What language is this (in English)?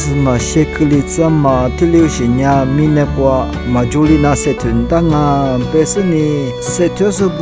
Lisu